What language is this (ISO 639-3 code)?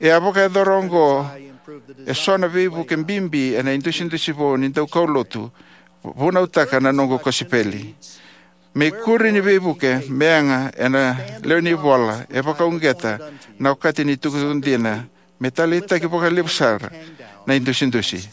fij